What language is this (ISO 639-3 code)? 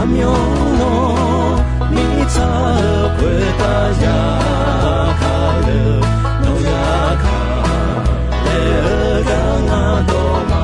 ahk